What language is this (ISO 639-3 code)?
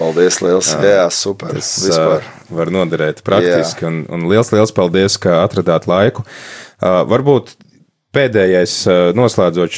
lav